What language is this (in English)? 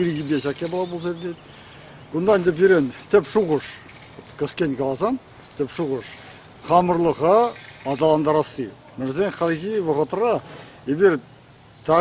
Chuvash